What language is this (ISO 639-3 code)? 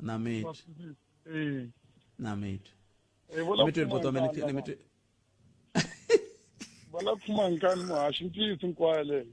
tso